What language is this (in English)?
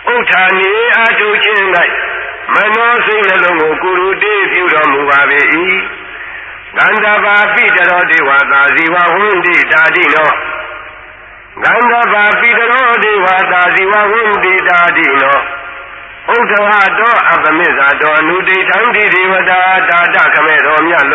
Burmese